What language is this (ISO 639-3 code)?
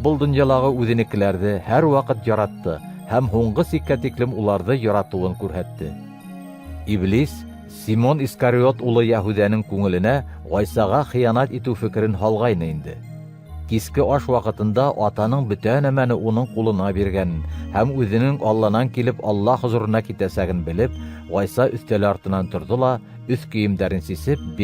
bak